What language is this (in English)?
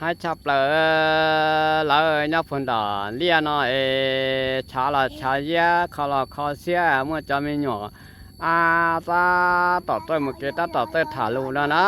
Hmong